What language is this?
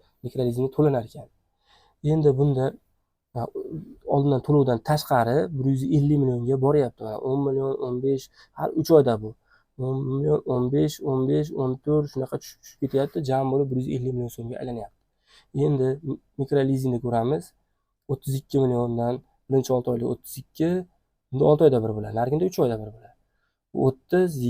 Uzbek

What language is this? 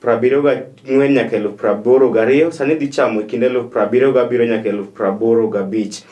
Luo (Kenya and Tanzania)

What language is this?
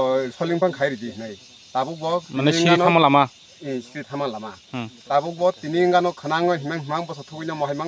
Kok Borok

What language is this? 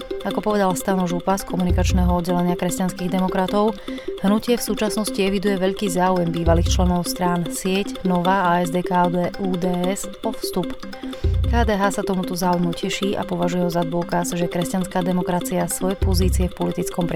Slovak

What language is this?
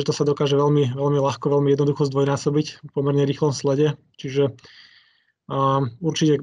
Slovak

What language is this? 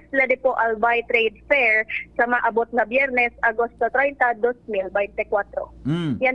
Bikol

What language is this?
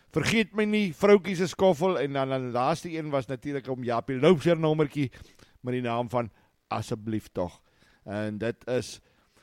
Afrikaans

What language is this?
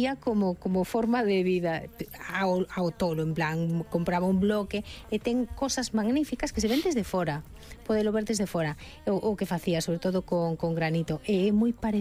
Galician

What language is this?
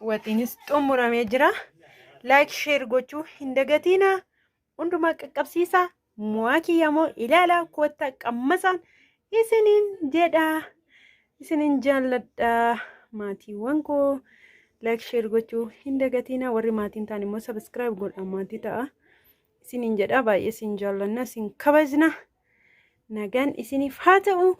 Oromo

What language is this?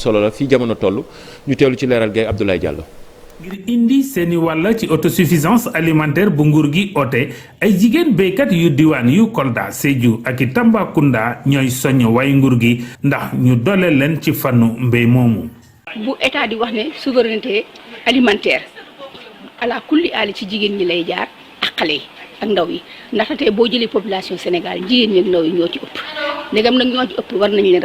Wolof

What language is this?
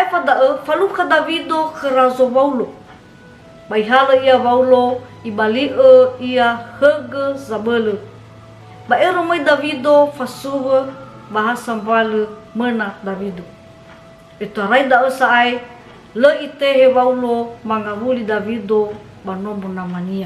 Nias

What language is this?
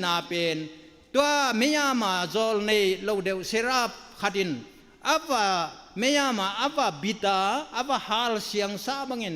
Tedim Chin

